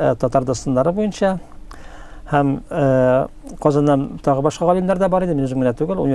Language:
Tatar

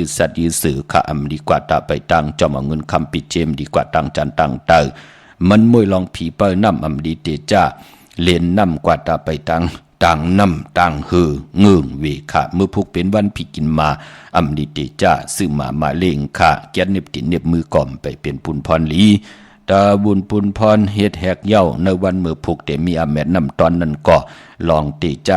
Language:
Shan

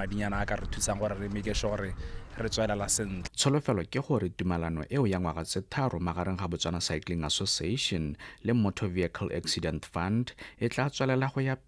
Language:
Tswana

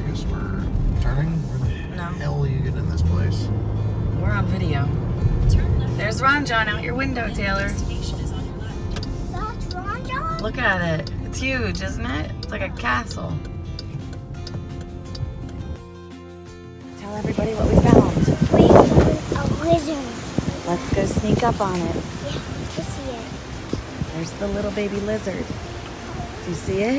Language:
English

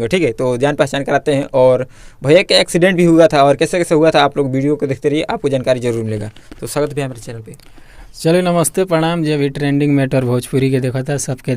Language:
Bhojpuri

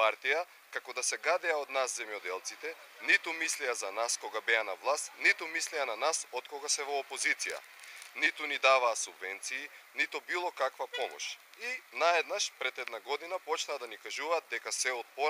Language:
Macedonian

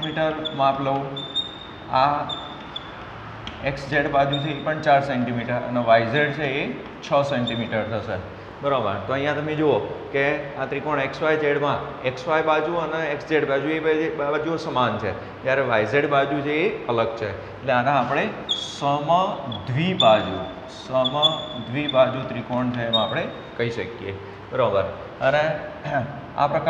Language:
Gujarati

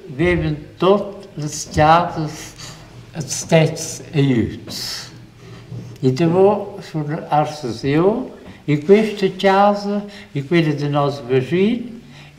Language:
Romansh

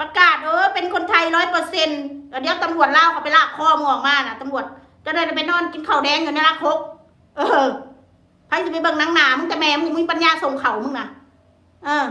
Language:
Northeastern Thai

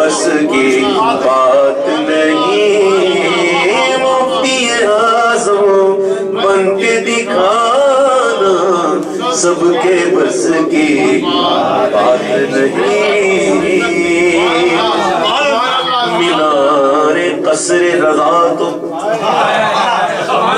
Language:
Urdu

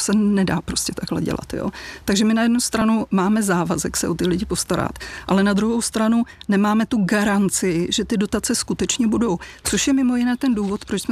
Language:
Czech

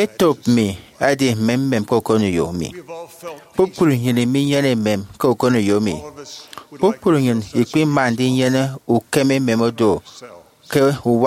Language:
Efik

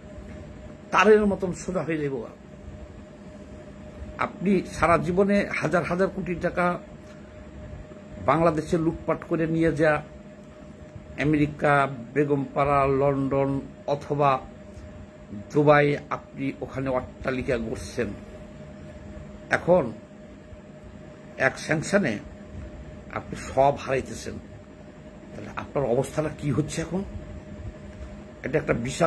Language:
Bangla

